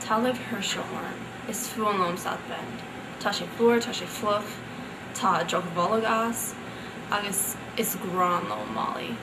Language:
Irish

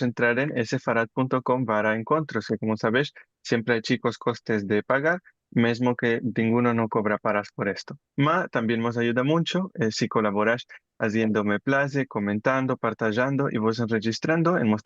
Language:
Ladino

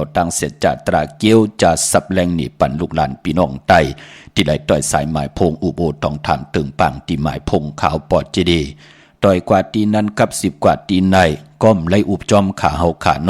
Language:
Shan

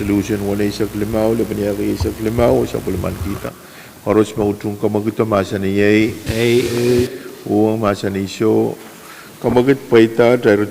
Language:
Pohnpeian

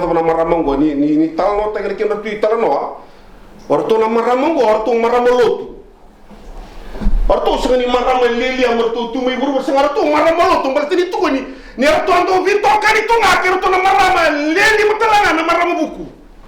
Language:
Fijian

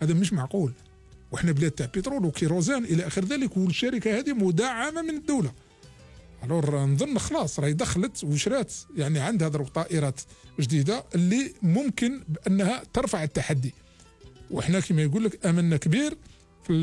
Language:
Algerian Arabic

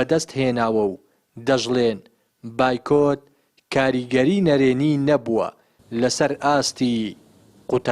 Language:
Central Kurdish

